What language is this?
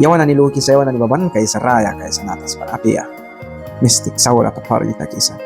Mískito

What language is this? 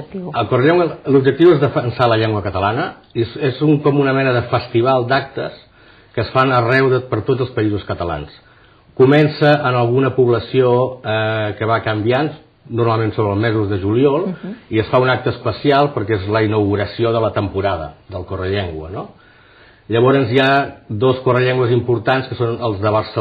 Catalan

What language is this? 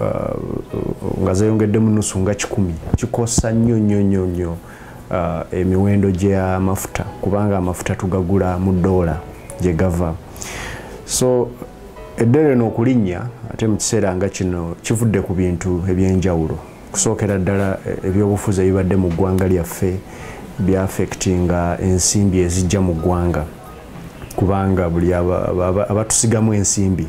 Ganda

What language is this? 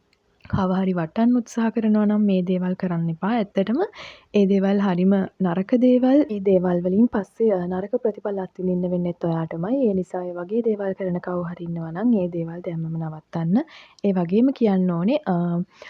Sinhala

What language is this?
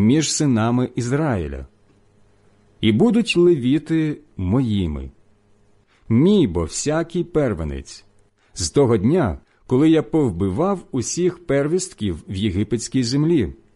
Ukrainian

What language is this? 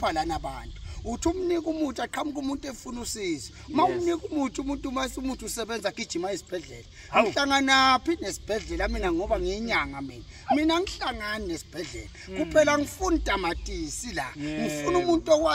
Zulu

